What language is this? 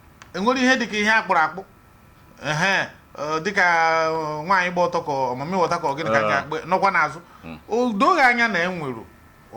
Igbo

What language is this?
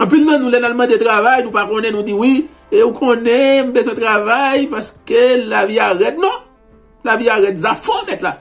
Haitian Creole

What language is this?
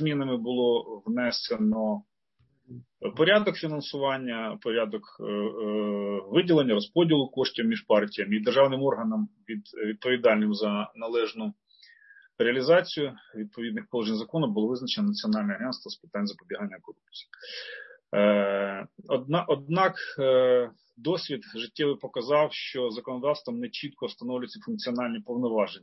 Ukrainian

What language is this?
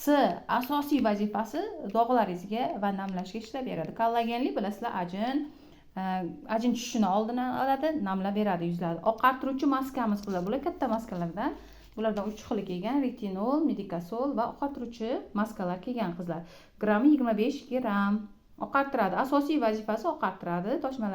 Uzbek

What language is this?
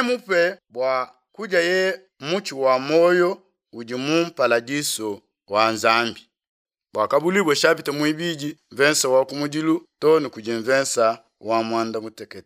Luba-Lulua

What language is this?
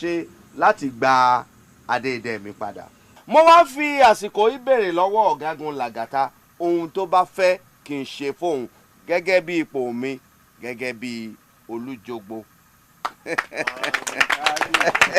Yoruba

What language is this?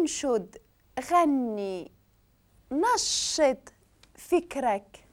Moroccan Arabic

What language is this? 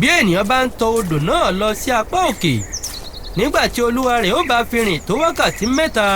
Yoruba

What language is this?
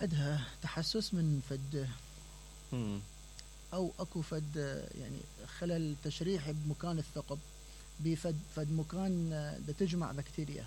Mesopotamian Arabic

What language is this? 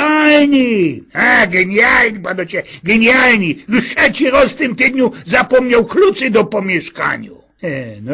Silesian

